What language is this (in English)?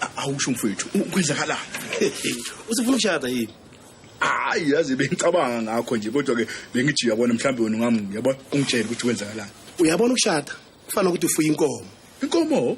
Zulu